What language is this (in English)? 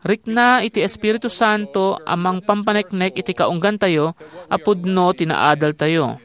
Iloko